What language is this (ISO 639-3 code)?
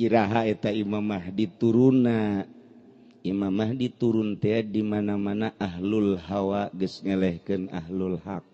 sun